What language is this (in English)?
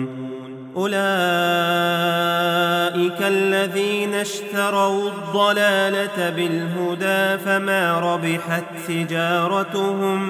Arabic